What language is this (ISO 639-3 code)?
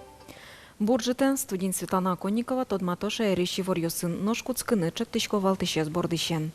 udm